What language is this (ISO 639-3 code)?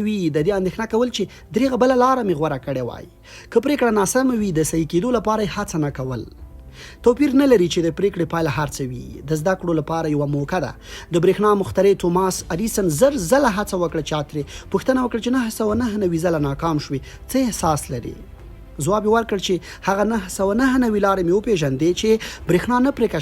pus